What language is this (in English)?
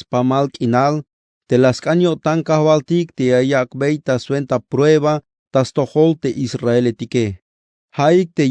Tzeltal